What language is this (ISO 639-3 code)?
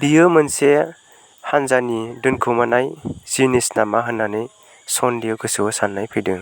brx